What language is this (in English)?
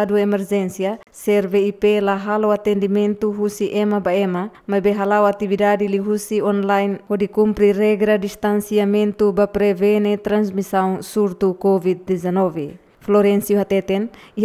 Tetum